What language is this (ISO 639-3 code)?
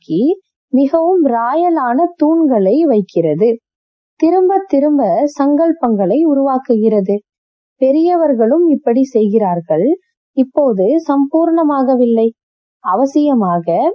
tam